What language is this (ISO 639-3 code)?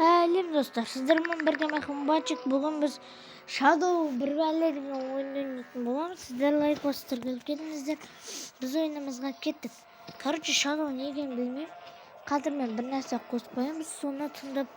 kaz